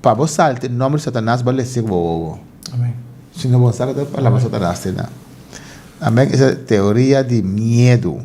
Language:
Papiamento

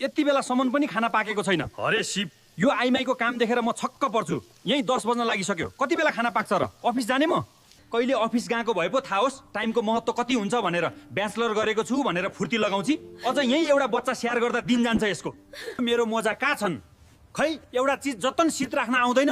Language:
Nepali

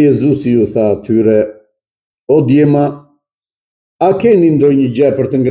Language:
Albanian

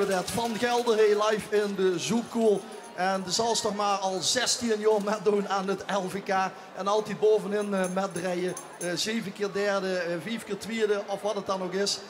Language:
Limburgish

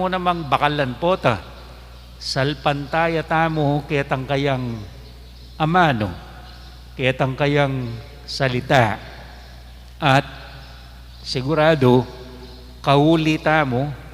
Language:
Pampanga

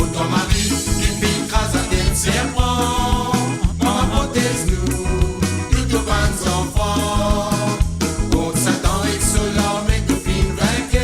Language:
Morisyen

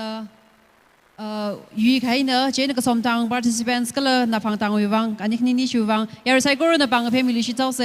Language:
Tangkhul Naga (India)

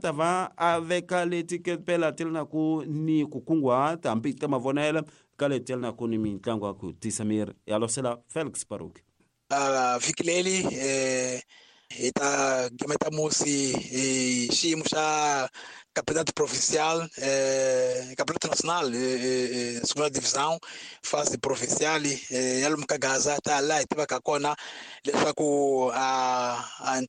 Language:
Tsonga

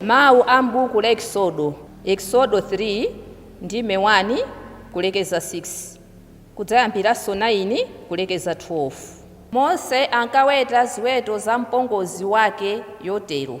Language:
Nyanja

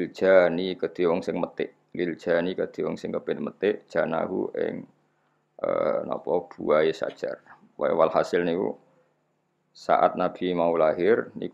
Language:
Javanese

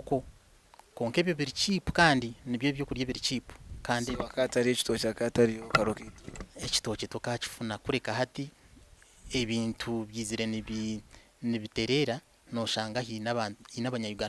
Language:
Nyankole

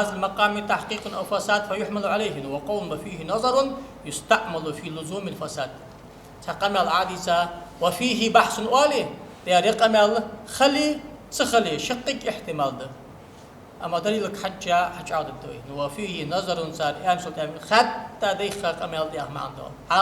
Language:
Ingush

